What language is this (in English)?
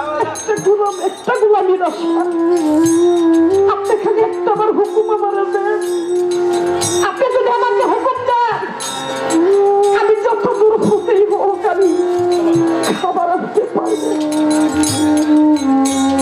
Bangla